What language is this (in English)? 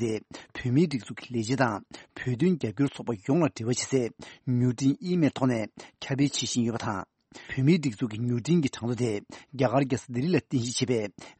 Tibetan